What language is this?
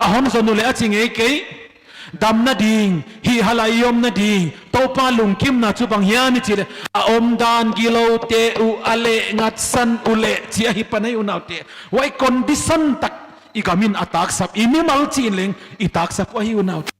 Paite Chin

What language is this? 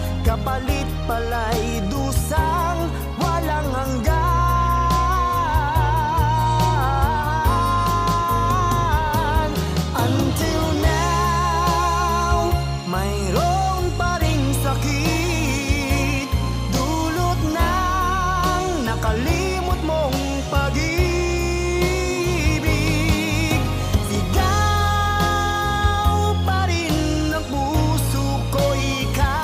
Filipino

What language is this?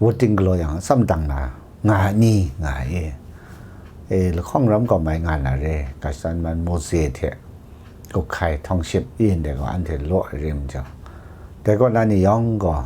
Kachin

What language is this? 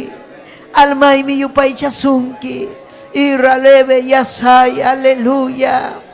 Ayacucho Quechua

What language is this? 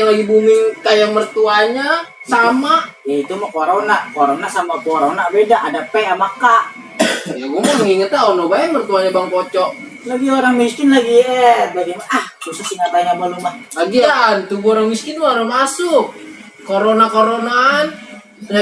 Betawi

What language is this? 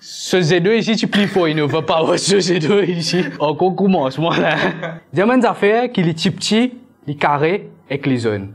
Morisyen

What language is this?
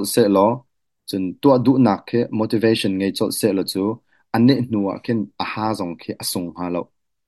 Hakha Chin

